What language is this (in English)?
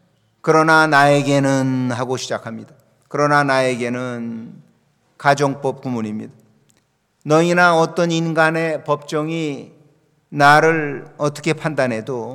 Korean